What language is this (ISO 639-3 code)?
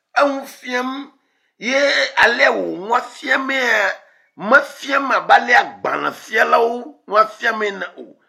ewe